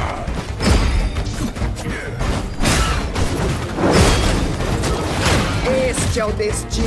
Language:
Portuguese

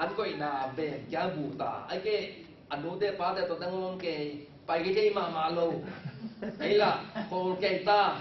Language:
Tedim Chin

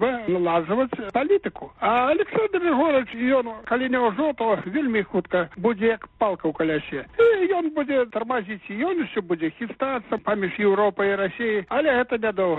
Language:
Belarusian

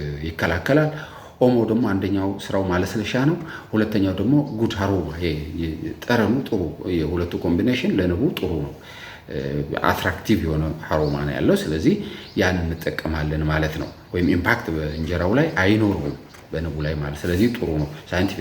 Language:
Amharic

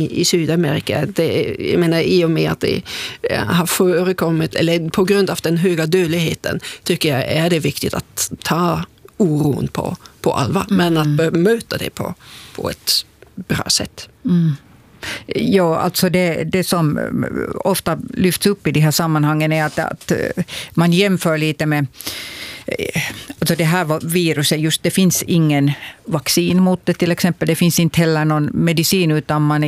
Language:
Swedish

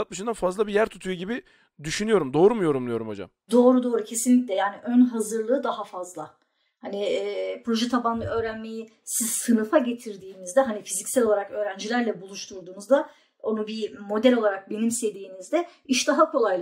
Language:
Turkish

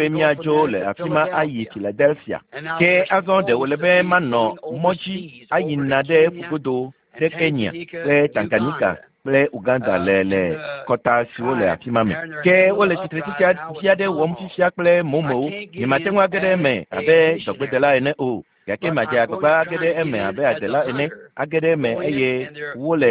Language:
Ewe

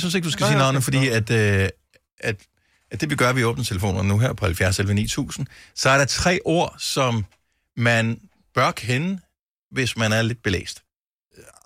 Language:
Danish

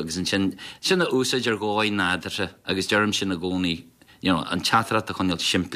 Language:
Irish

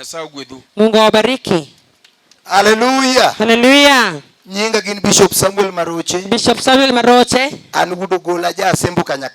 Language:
Luo (Kenya and Tanzania)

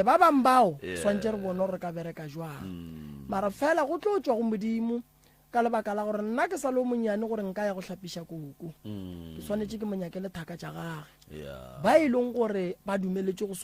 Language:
Northern Sotho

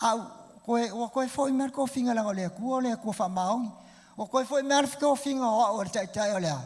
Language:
Samoan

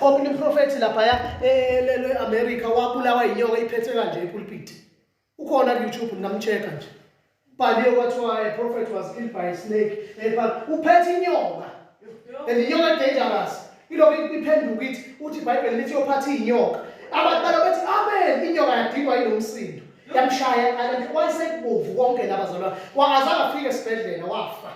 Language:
Zulu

